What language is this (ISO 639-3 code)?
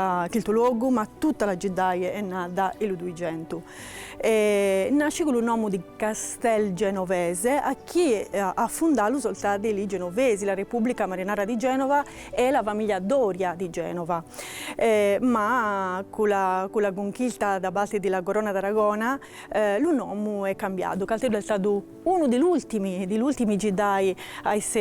srd